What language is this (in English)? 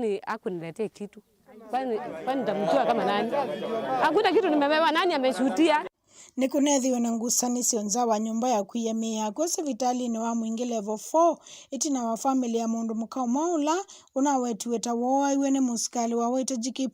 Kamba